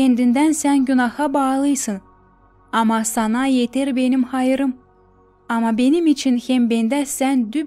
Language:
Gagauz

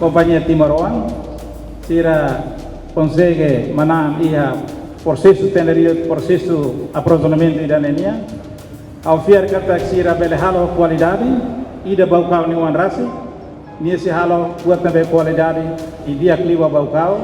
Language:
Tetum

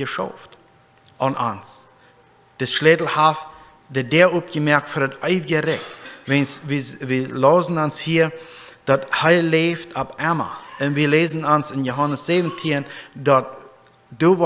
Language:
Plautdietsch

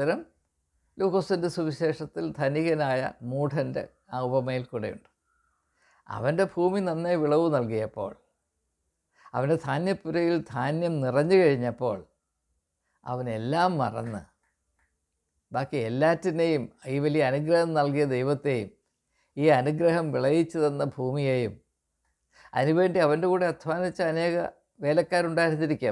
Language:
Malayalam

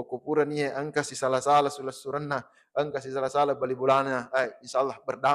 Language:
Buginese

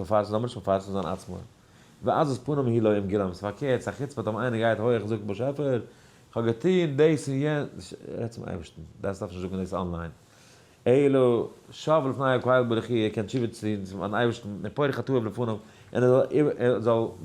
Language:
Yiddish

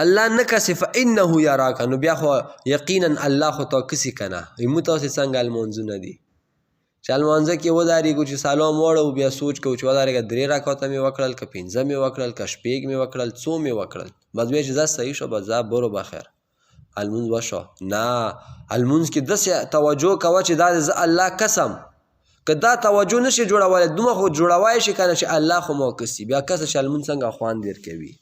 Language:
Pashto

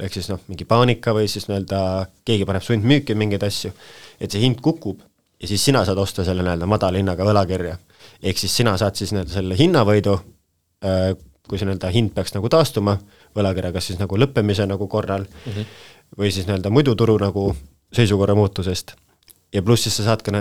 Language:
Estonian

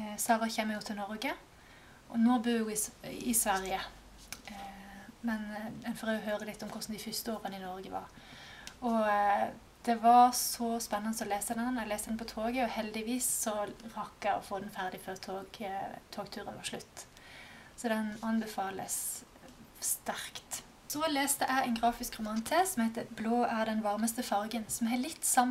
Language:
Norwegian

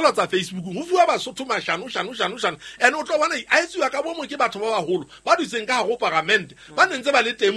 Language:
Southern Sotho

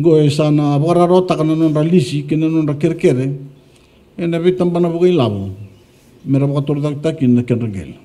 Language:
Fijian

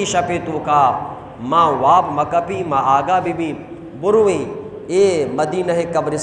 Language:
Eastern Balochi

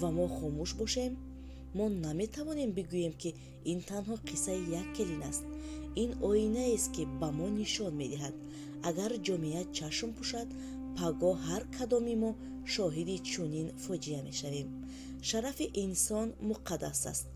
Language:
Tajik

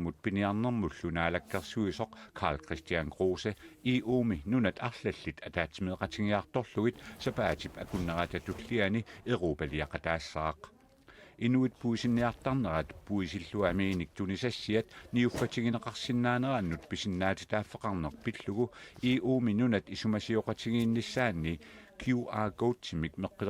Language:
Kalaallisut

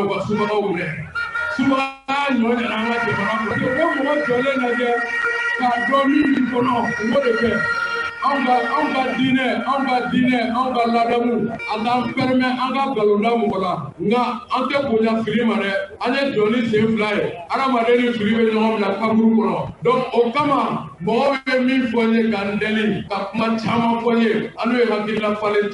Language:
Bambara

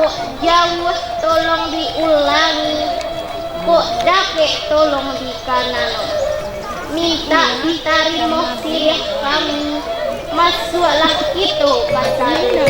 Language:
Minangkabau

